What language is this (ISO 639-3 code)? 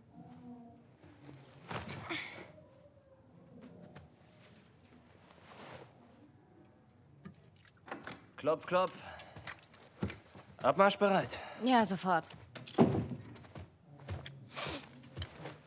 deu